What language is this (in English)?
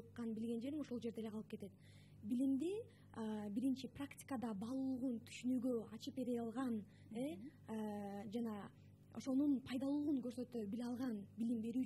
Kyrgyz